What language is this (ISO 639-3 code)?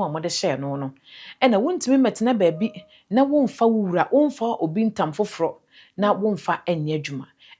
aka